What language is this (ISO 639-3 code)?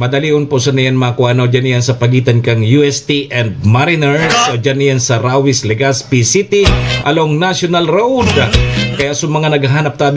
bik